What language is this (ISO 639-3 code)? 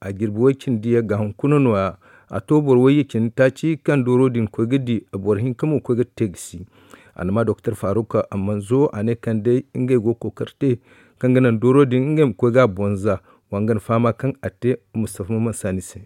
dje